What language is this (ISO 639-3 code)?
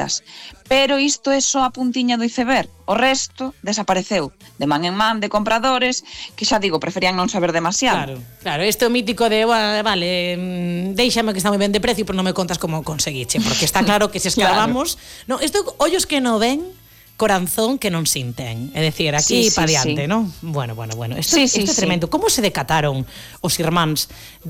glg